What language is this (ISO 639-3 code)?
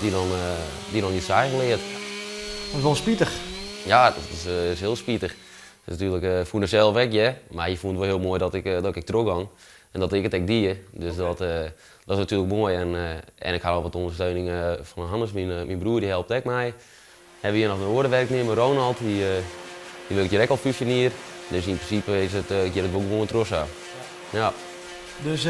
fry